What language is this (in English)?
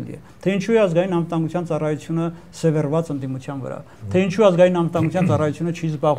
Armenian